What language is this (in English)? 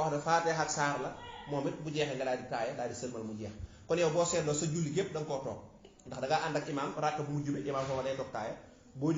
Wolof